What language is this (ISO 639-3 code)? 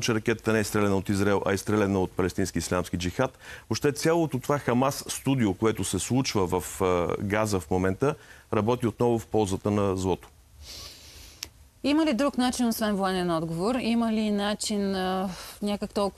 bul